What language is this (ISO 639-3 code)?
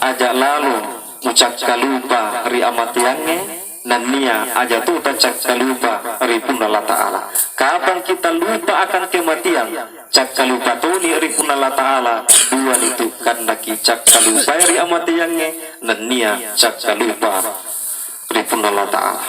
bug